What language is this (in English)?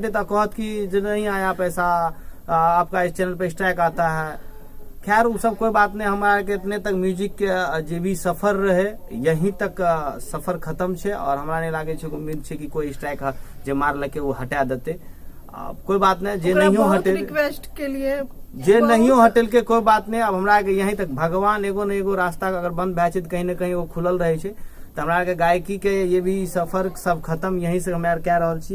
Maithili